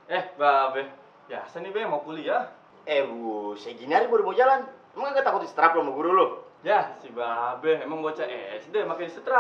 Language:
Betawi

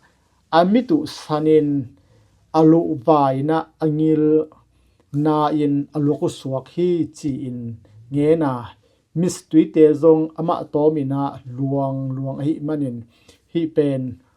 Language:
Tedim Chin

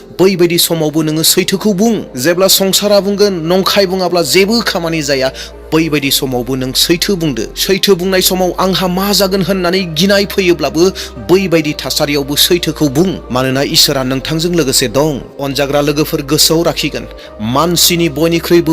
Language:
Bodo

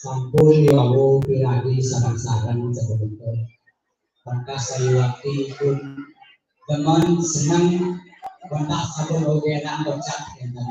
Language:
Balinese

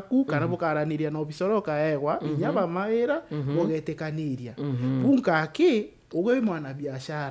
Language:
Meru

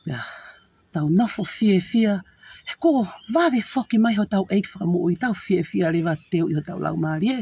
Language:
Tongan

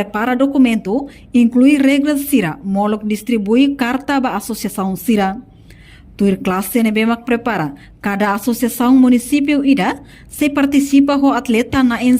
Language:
Tetum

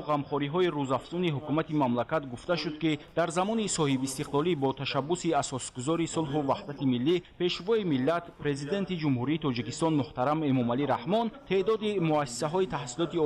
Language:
Tajik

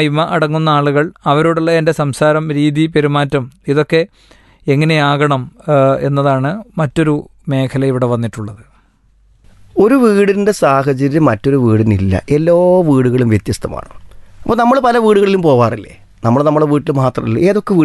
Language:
Malayalam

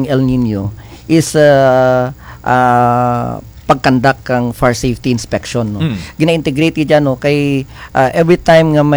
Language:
Kinaray-a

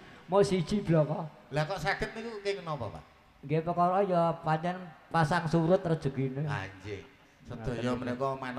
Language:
Javanese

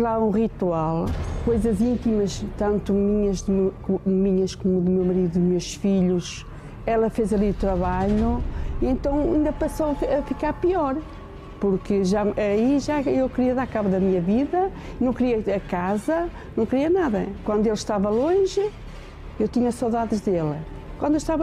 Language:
Portuguese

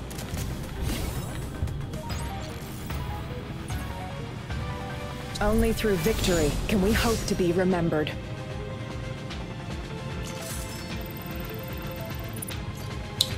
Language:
Portuguese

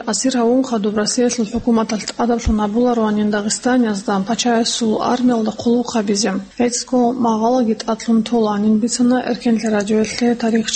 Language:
Avaric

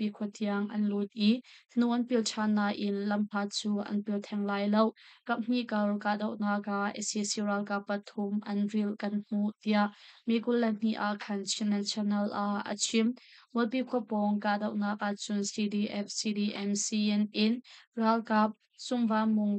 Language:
Hakha Chin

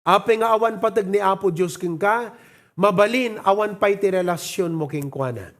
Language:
Iloko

